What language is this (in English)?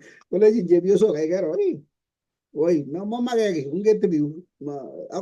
Kalenjin